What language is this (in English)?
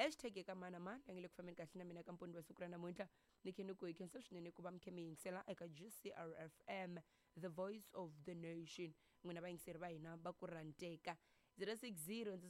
Tsonga